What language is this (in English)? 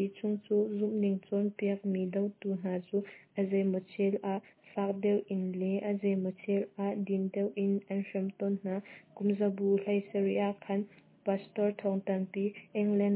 Hakha Chin